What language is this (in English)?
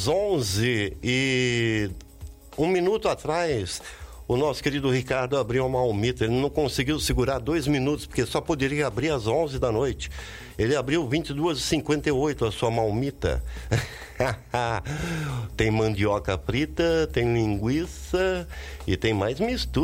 Portuguese